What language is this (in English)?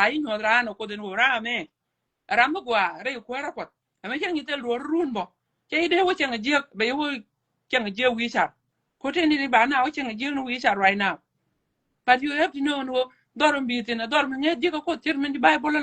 Nuer